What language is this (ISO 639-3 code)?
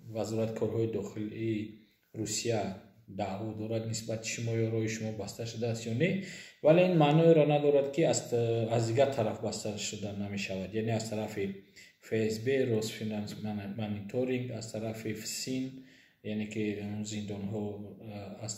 tgk